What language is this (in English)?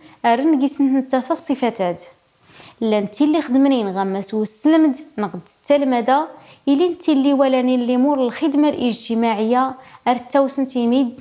Kabyle